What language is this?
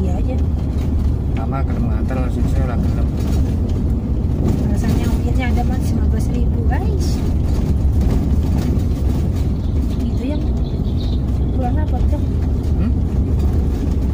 Indonesian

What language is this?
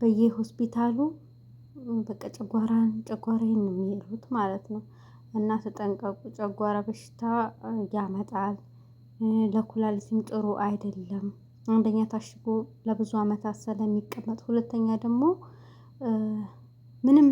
Amharic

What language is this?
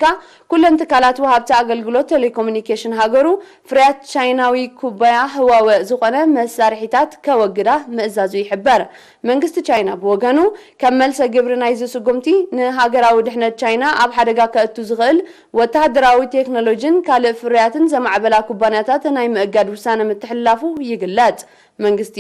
Tigrinya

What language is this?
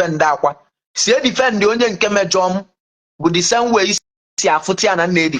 Igbo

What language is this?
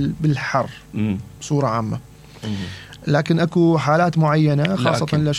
Mesopotamian Arabic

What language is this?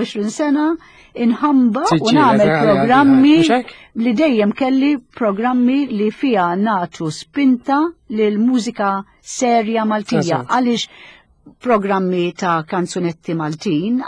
Maltese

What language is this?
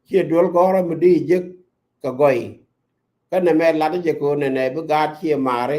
Nuer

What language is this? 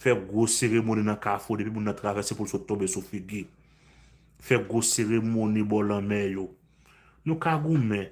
Haitian Creole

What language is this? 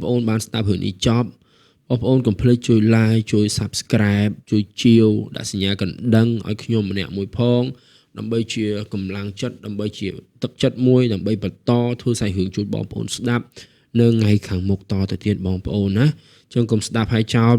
Khmer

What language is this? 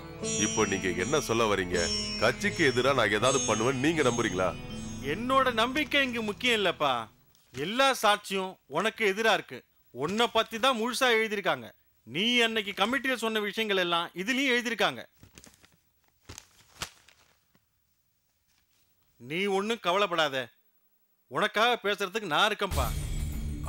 Tamil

